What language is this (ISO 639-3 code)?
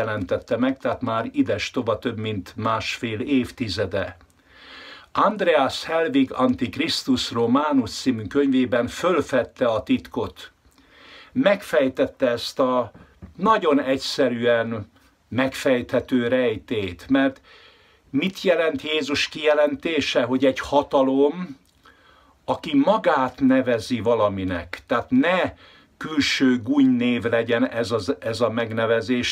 hun